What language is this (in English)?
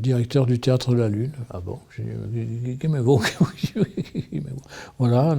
Occitan